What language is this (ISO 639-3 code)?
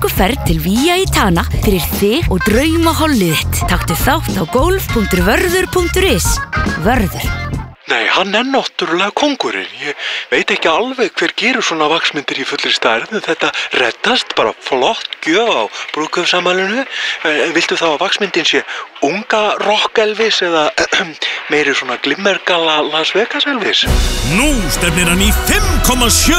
isl